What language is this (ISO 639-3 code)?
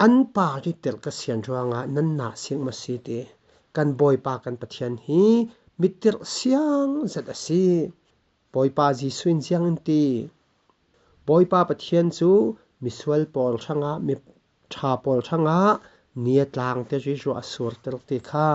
cfm